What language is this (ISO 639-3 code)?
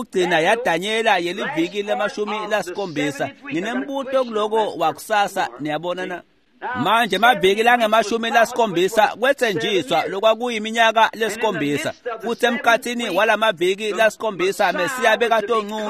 ssw